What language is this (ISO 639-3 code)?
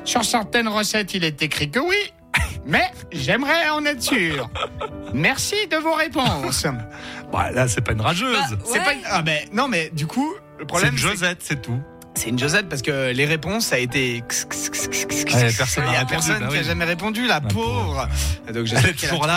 fra